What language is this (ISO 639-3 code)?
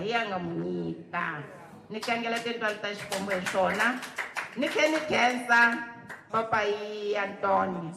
tso